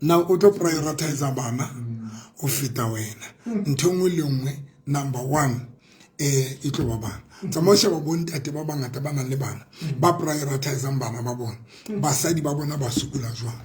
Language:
Southern Sotho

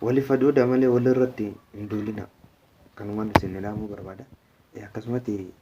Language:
Oromo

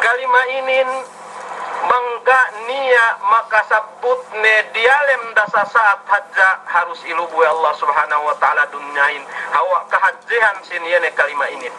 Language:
Yakan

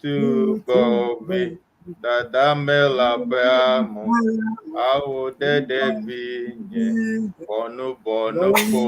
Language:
Ewe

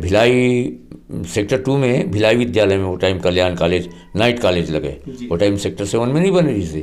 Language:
Chhattisgarhi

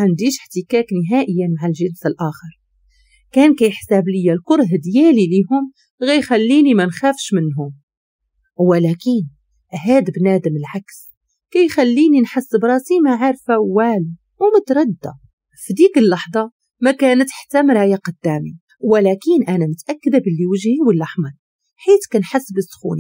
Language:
Moroccan Arabic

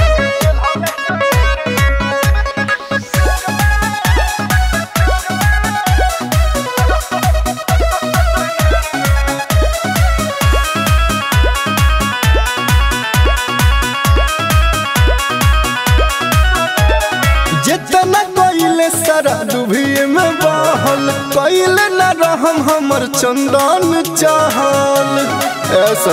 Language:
Bhojpuri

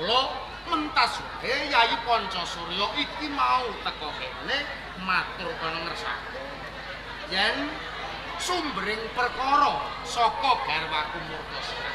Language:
Javanese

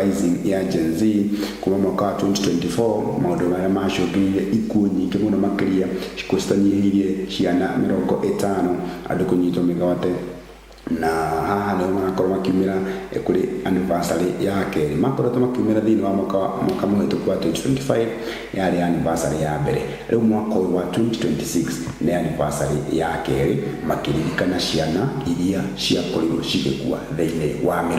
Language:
Kikuyu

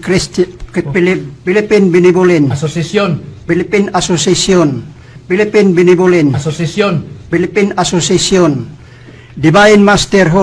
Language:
Cebuano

